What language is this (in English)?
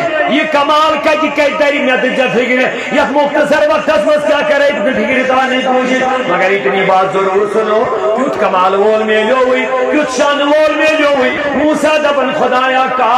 Kashmiri